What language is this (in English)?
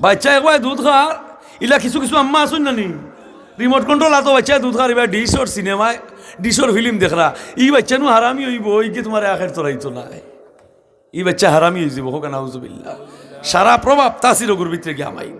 Sylheti